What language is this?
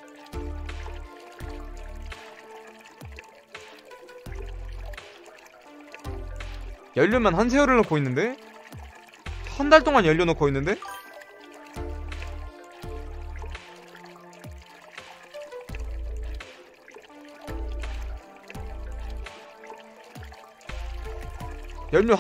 Korean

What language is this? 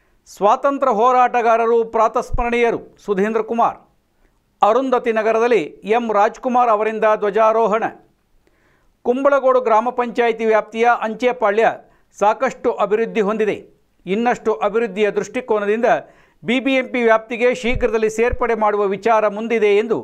Kannada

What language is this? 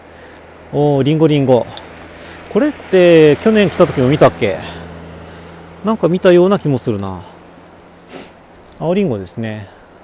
Japanese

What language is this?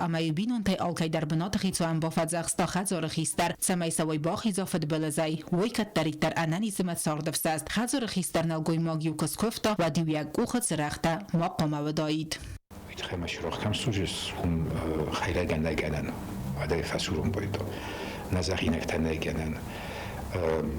Ossetic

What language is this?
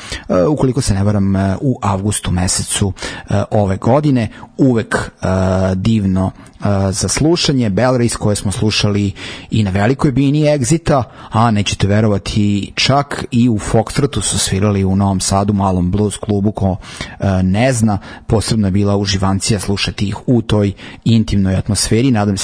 Serbian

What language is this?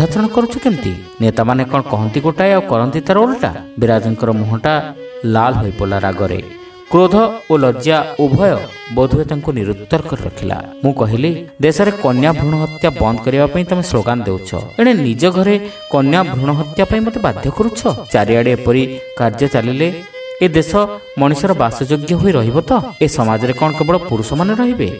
Odia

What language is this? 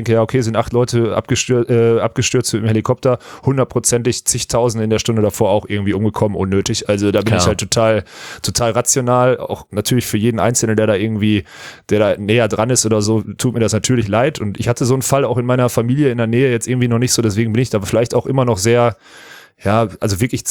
German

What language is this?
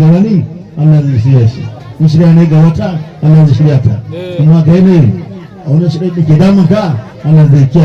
Hausa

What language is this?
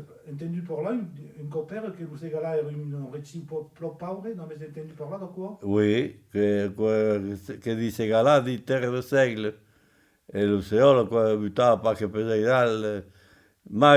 Occitan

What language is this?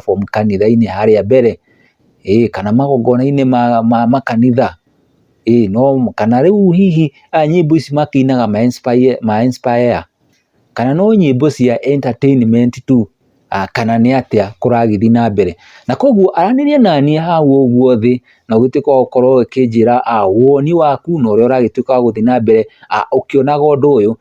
Kikuyu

